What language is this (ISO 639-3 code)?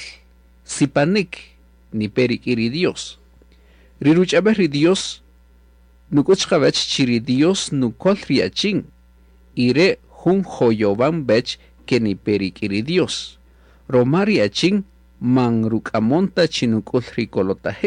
cak